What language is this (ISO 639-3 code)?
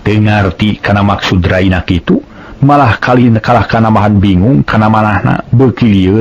sun